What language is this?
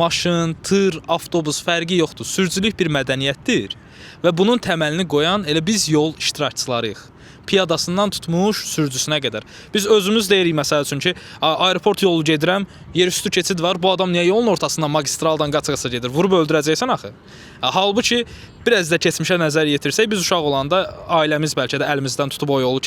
Azerbaijani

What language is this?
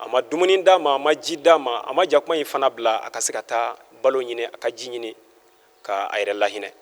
Bambara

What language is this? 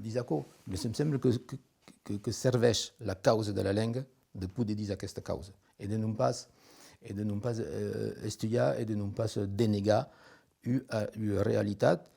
Occitan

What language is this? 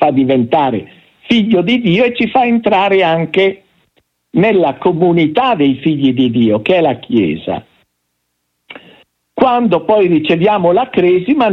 Italian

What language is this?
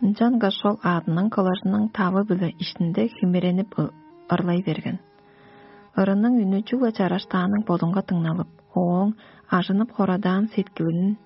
Tuvinian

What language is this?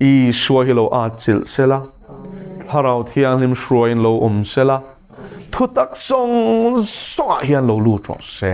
Mizo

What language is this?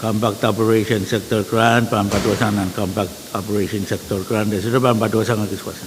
Pohnpeian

